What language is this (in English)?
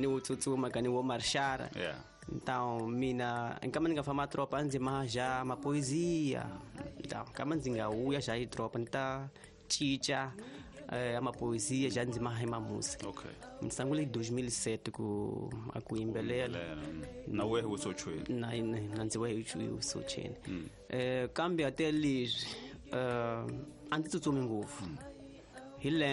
Tsonga